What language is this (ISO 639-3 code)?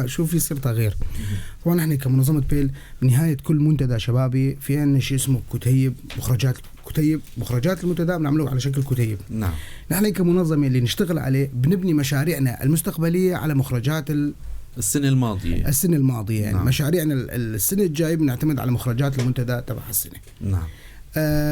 apc